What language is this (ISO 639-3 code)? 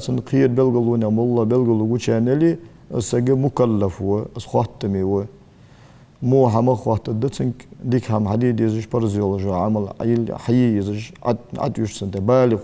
inh